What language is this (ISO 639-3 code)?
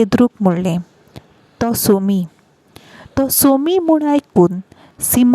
kok